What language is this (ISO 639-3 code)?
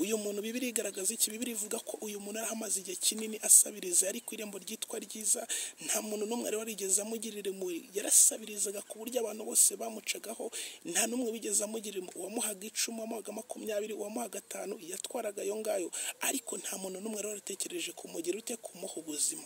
kin